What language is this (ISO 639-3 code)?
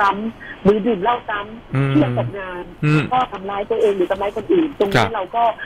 tha